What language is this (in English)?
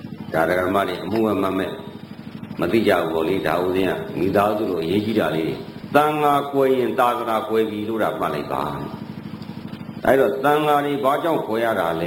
Burmese